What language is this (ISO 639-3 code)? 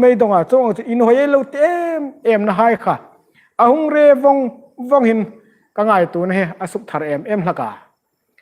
hmr